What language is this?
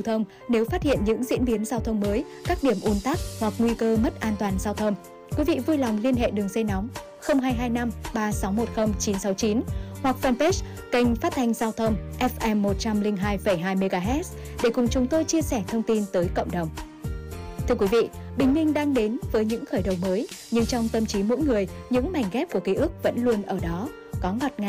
Vietnamese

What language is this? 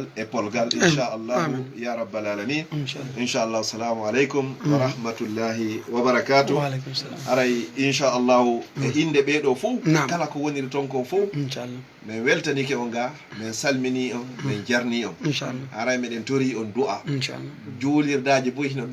Fula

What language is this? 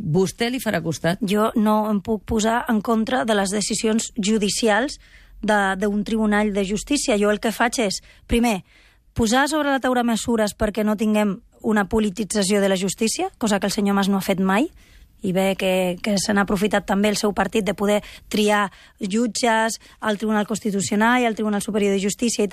Catalan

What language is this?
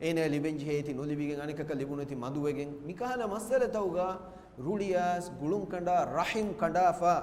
Divehi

